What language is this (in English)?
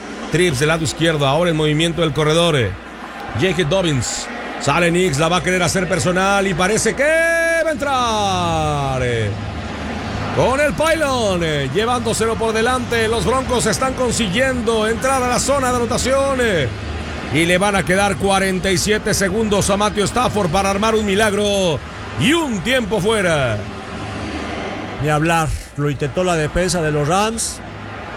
Spanish